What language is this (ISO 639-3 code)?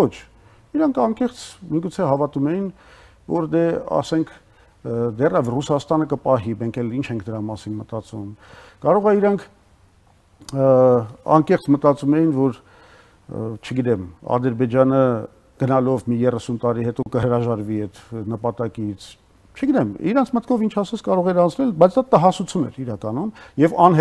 hye